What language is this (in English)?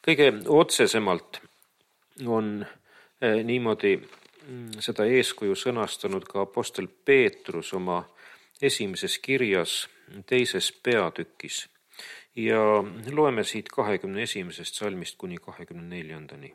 Estonian